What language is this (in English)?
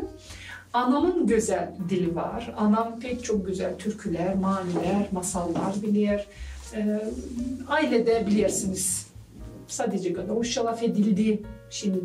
Gagauz